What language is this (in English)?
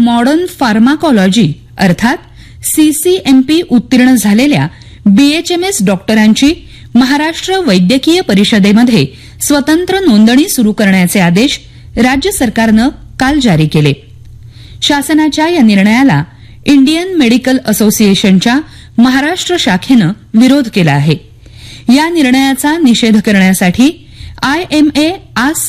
Marathi